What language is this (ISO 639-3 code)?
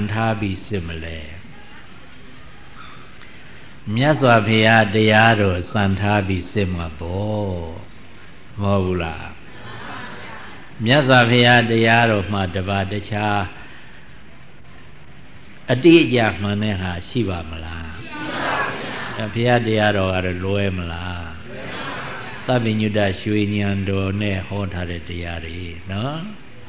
mya